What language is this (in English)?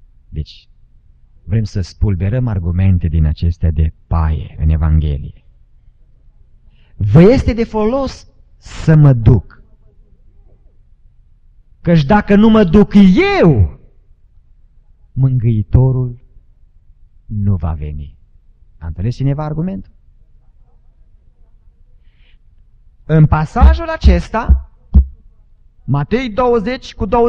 Romanian